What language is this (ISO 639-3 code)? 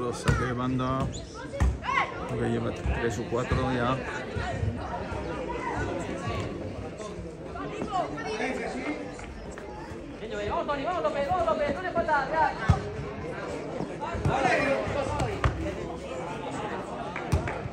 spa